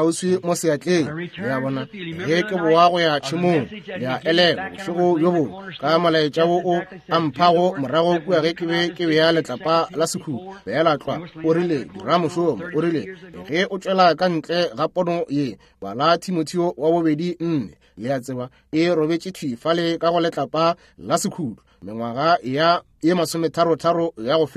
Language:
Northern Sotho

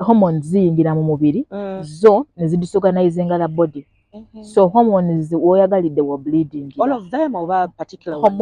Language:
Ganda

